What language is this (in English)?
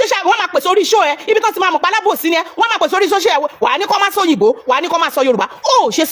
Yoruba